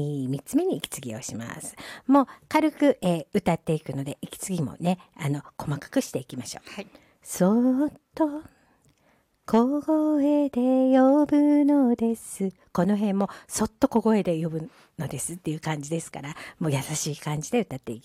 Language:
Japanese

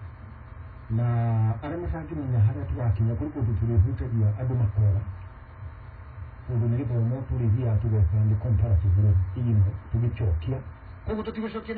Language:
Kikuyu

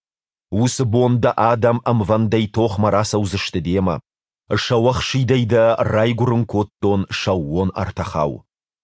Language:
Ossetic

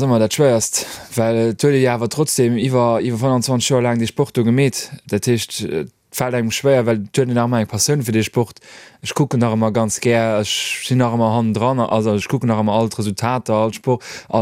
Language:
Luxembourgish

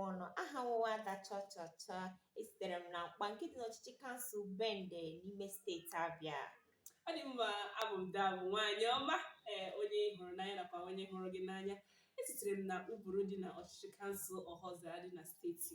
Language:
Igbo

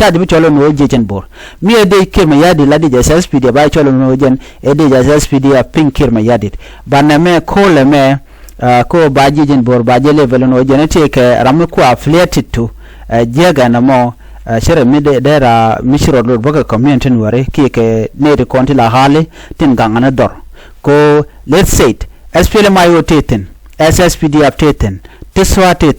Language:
Nuer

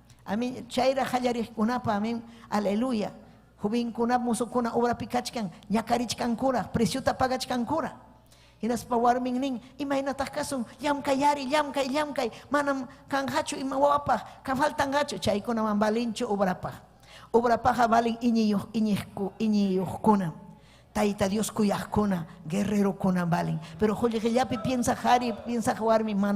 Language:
Ayacucho Quechua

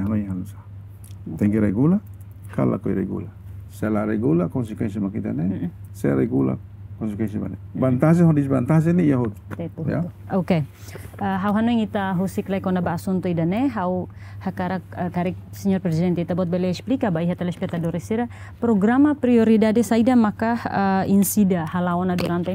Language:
Tetum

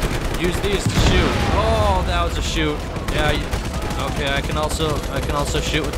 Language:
English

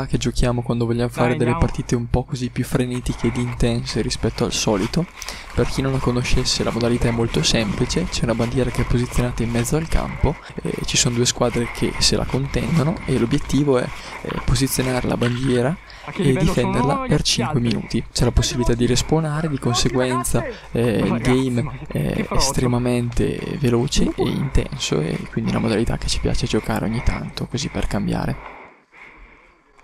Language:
Italian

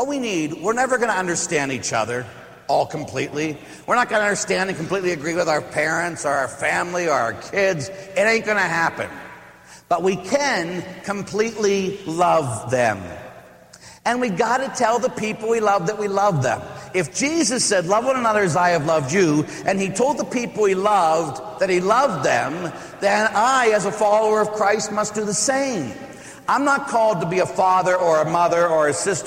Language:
English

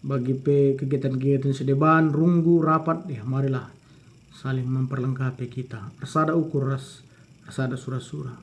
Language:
Batak Karo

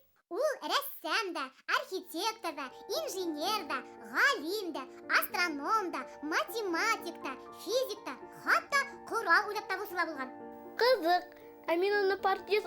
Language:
Bashkir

